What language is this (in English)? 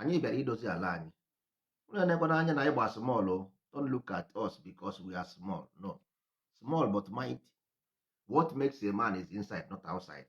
Igbo